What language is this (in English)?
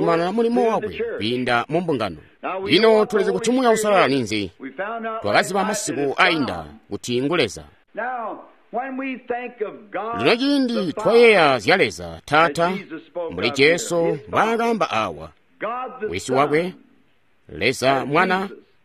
Tonga (Zambia)